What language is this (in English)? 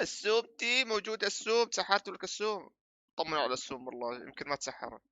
North Levantine Arabic